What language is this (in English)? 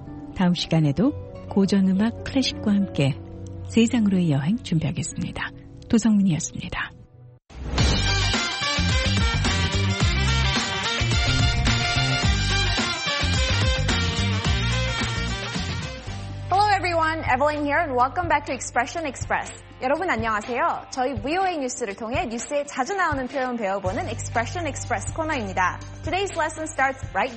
Korean